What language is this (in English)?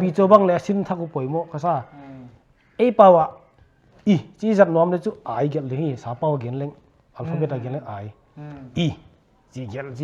Paite Chin